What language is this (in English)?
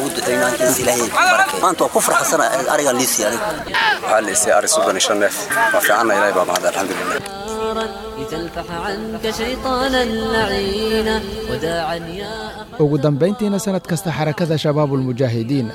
Somali